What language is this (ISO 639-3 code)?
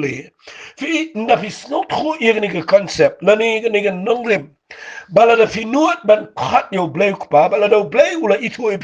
kha